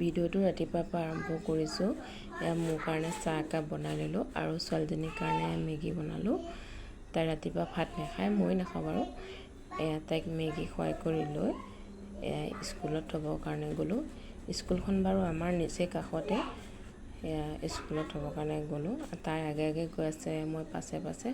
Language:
Assamese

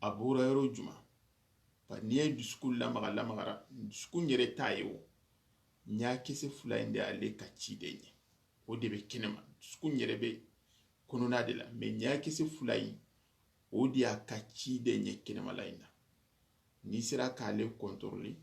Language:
Soninke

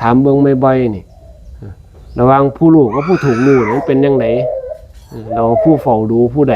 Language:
Northeastern Thai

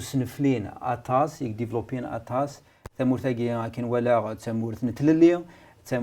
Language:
Kabyle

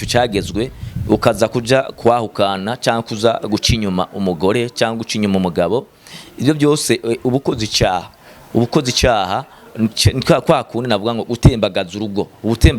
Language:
Rundi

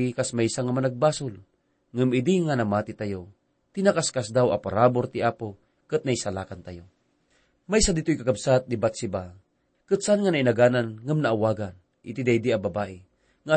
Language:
Iloko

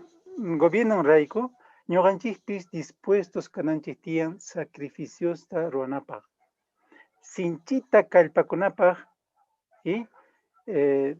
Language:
Quechua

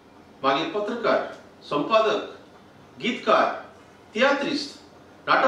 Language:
Konkani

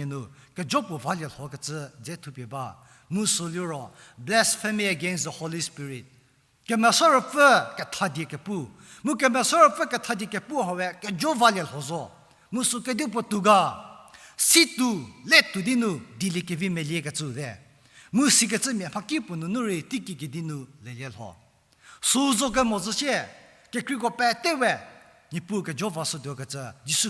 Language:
Angami Naga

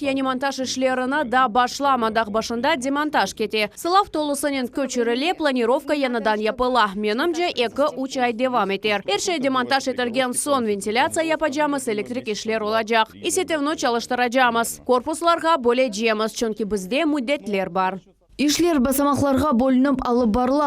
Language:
Crimean Tatar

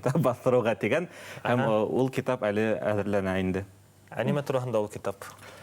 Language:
Bashkir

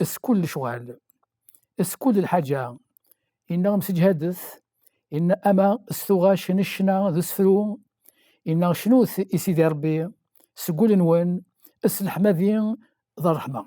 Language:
Kabyle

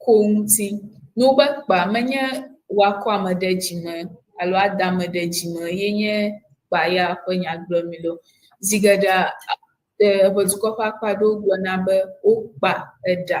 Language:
Ewe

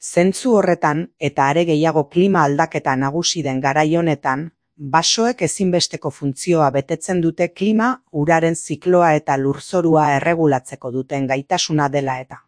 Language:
Basque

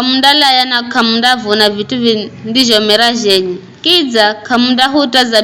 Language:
Giryama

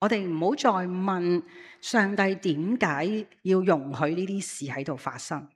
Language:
Cantonese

